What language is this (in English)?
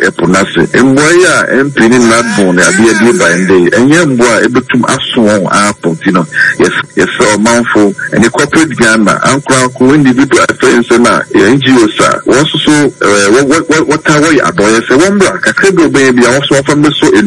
Akan